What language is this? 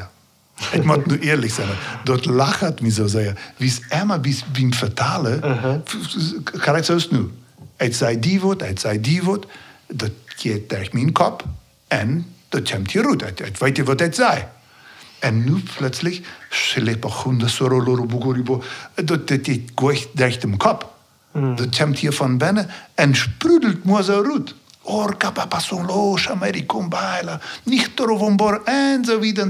Plautdietsch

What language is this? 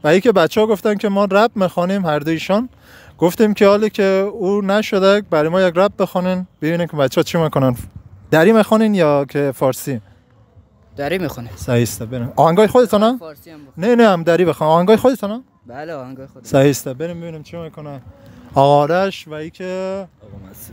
Persian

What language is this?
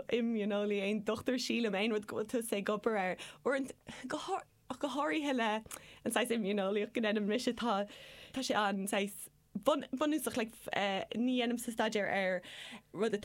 Irish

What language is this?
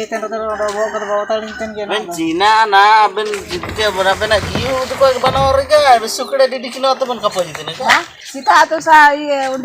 Ho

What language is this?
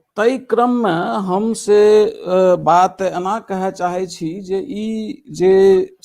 Maithili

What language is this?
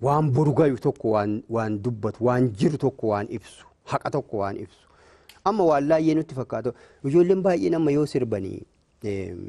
Oromo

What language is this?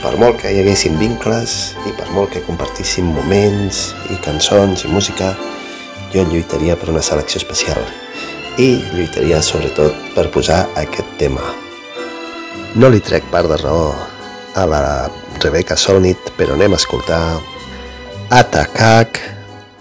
Catalan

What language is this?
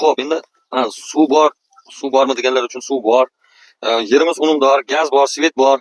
Uzbek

